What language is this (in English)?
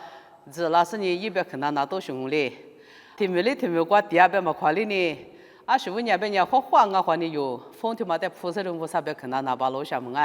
Lisu